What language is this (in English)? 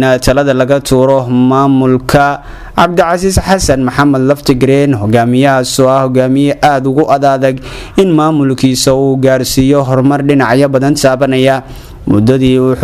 Somali